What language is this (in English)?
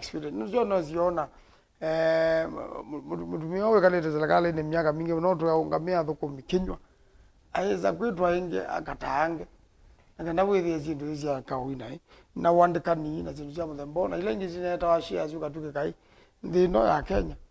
Kamba